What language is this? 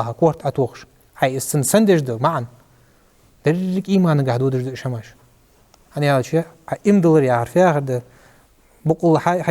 Ingush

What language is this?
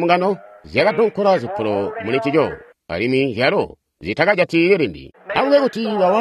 Tonga (Zambia)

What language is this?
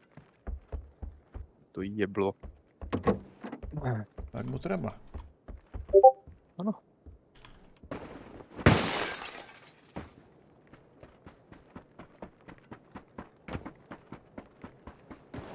Slovak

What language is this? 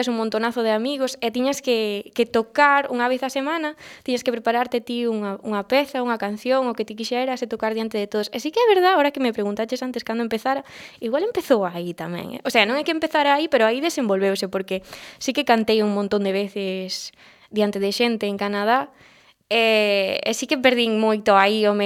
Galician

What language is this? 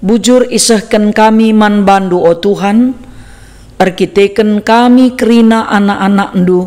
Batak Karo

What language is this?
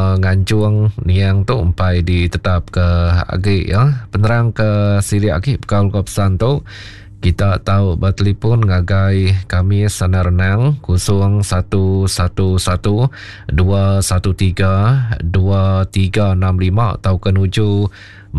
Iban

